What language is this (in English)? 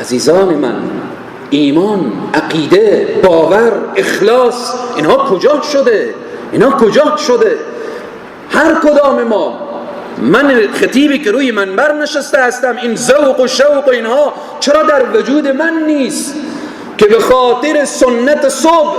Persian